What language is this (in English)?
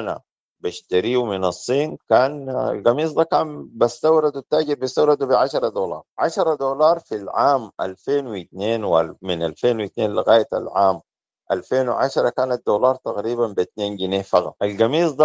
Sudanese Arabic